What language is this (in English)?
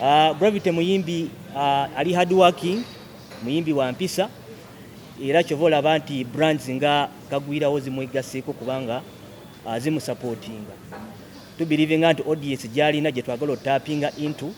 Ganda